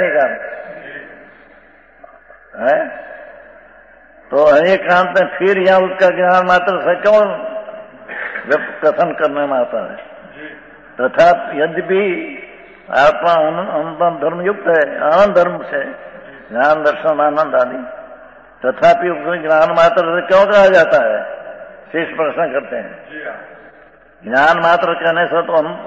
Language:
Gujarati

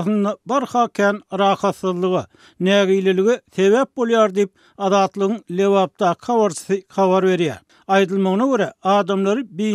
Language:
Turkmen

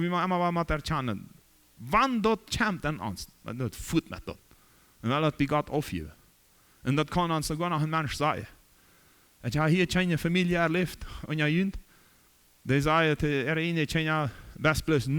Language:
Plautdietsch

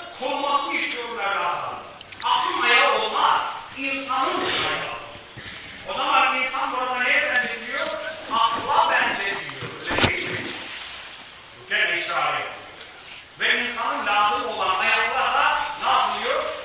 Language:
Turkish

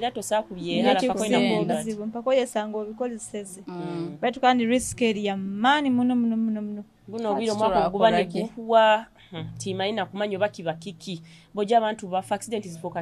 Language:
Nyoro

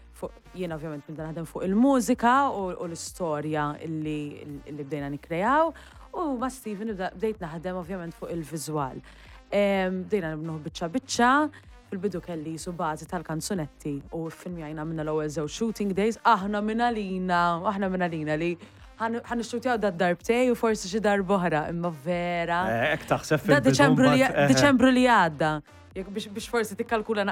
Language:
Maltese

